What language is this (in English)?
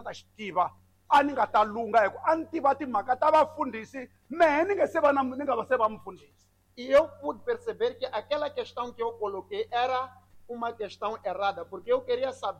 Tsonga